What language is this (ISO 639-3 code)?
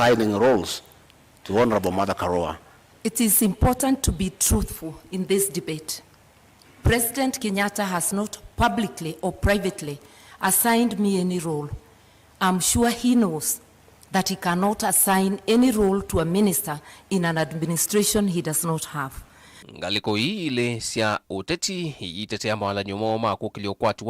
kam